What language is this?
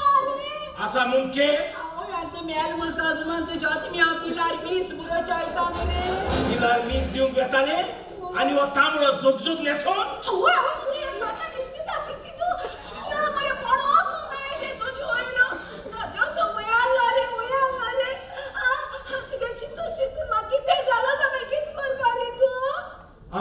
Konkani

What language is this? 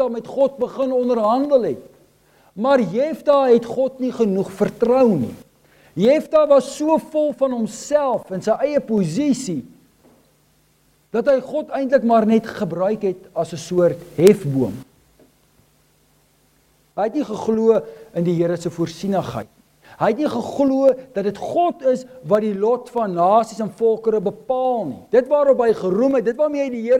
Afrikaans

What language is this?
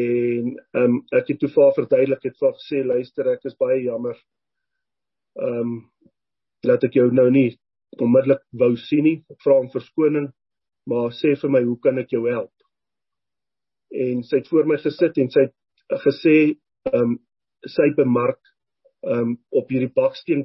Afrikaans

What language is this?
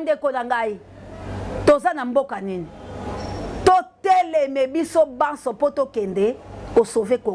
Lingala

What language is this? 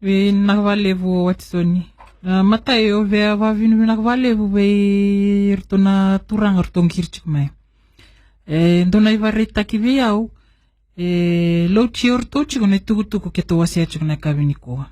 Fijian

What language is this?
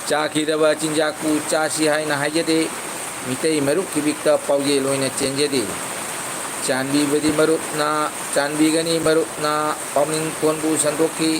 Manipuri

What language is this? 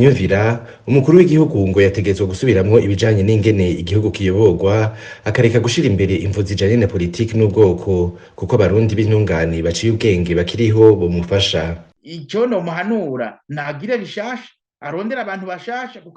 Rundi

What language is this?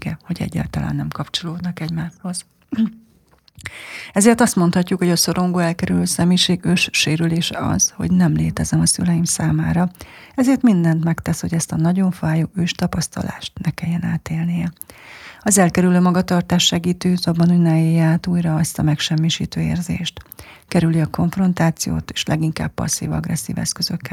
Hungarian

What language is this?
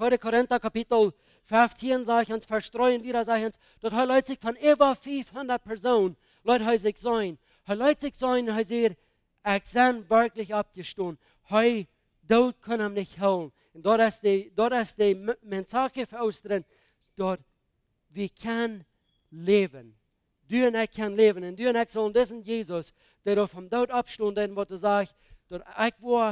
Plautdietsch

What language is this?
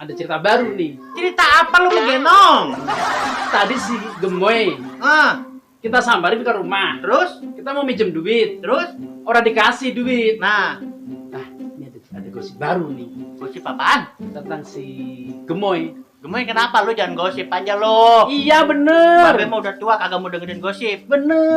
Betawi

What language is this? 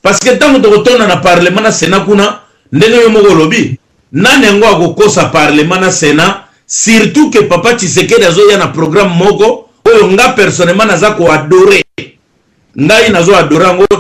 Lingala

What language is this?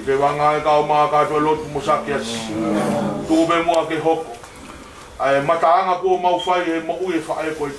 Tongan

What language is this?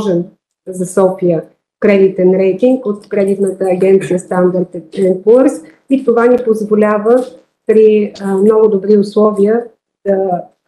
Bulgarian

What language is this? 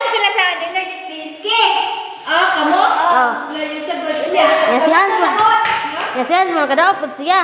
Cebuano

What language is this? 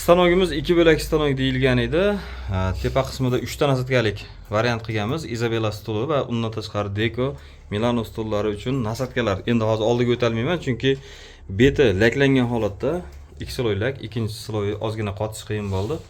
Uzbek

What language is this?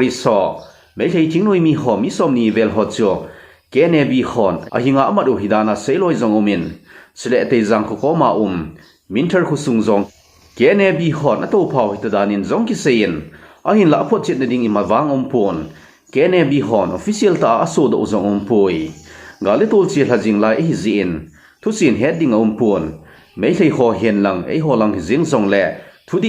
Thado Chin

